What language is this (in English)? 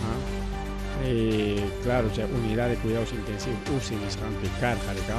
Ayacucho Quechua